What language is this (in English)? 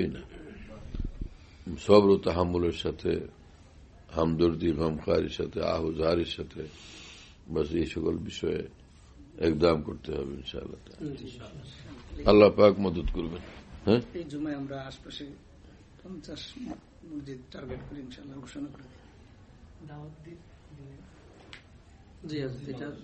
Bangla